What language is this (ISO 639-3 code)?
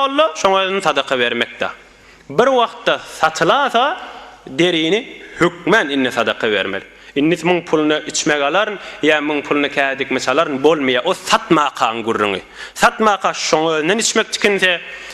tuk